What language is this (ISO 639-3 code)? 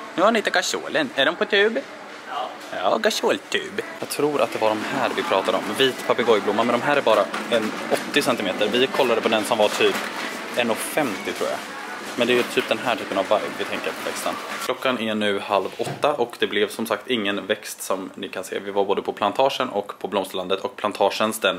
swe